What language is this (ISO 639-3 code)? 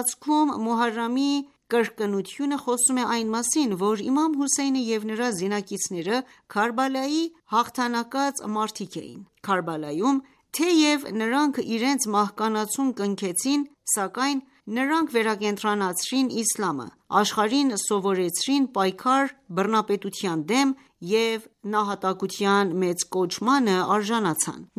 hye